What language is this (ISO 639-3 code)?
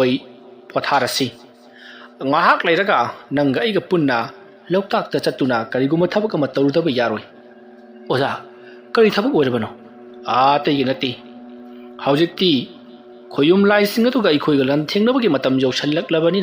mni